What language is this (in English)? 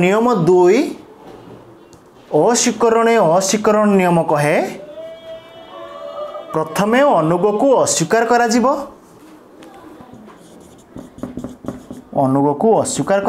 Odia